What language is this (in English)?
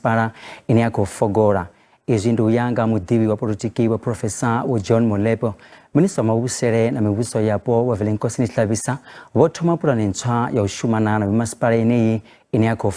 Venda